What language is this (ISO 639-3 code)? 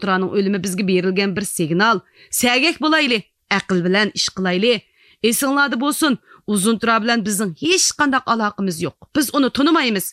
uig